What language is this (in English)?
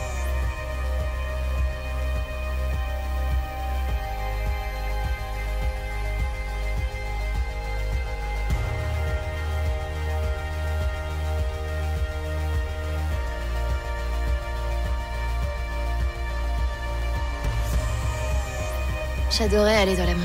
French